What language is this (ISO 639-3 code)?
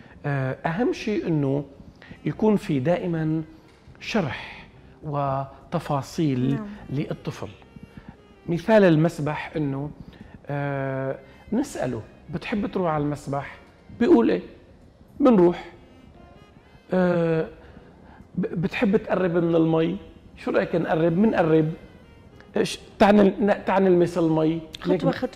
apc